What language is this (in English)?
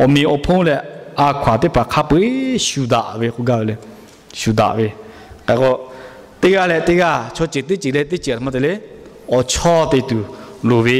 Lahu